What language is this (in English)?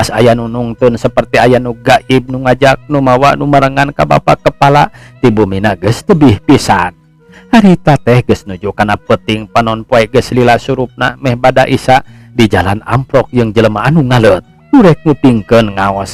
Sundanese